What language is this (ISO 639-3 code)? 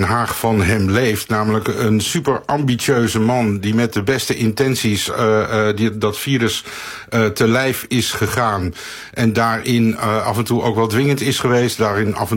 nld